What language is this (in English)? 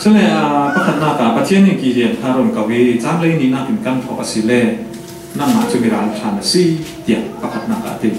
Falam Chin